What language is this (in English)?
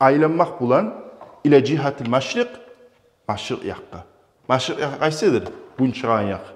Kumyk